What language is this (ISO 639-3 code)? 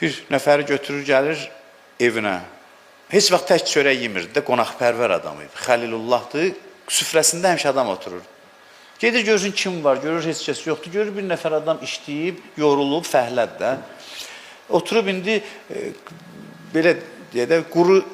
aze